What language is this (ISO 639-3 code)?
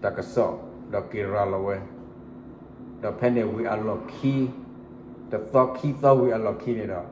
ksw